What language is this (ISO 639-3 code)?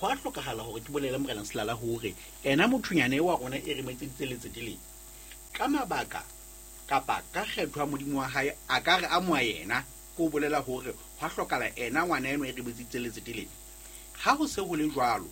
sot